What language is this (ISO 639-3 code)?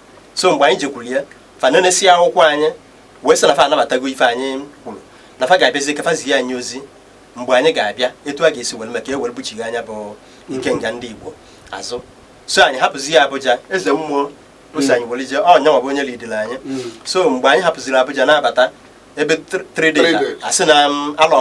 ibo